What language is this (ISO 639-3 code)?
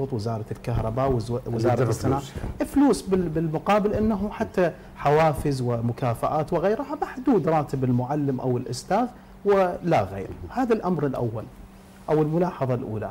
ara